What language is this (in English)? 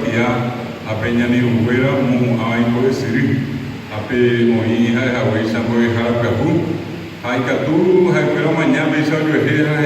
Guarani